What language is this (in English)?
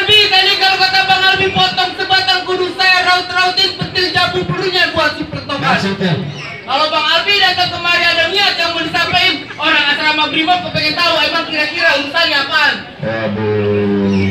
Betawi